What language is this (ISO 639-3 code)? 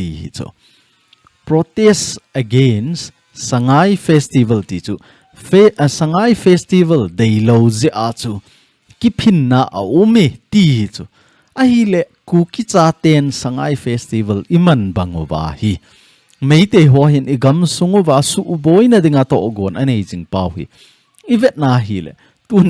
tcz